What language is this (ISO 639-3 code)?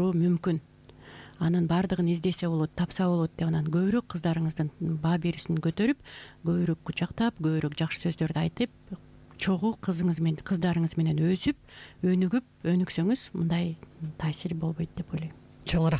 kir